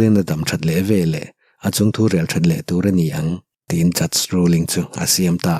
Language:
Mizo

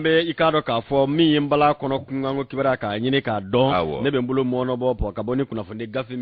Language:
Bambara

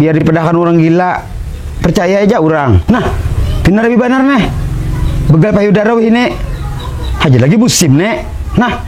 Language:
Banjar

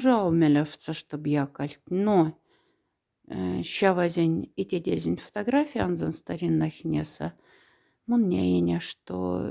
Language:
Moksha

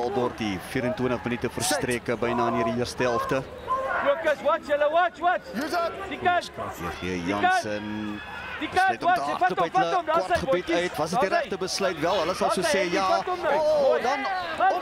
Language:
Afrikaans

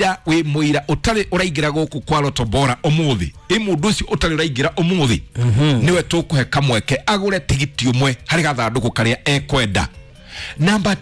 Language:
Kikuyu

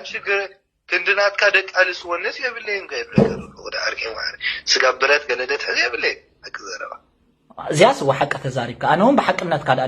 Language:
Tigrinya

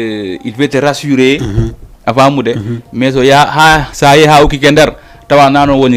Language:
Fula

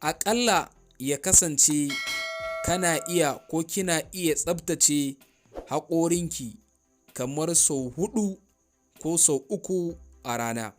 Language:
Hausa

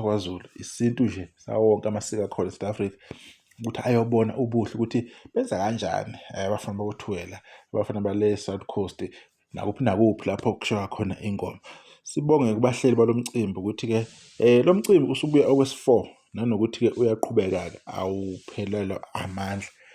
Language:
Zulu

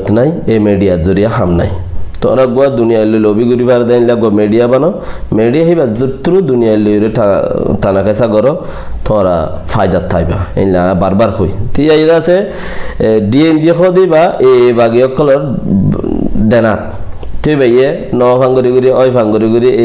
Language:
Rohingya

